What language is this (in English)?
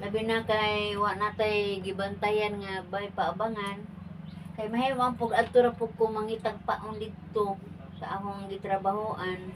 Cebuano